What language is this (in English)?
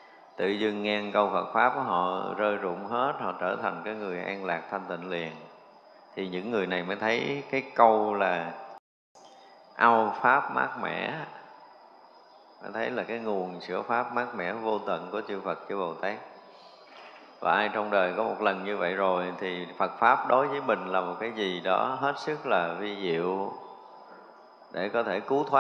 Vietnamese